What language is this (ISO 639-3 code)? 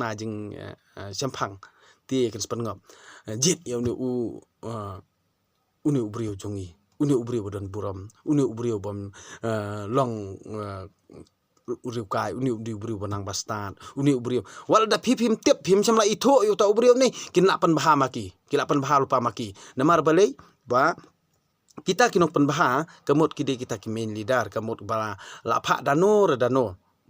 kha